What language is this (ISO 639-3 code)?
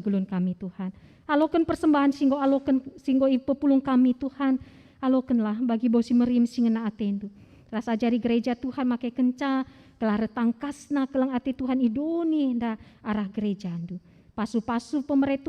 btx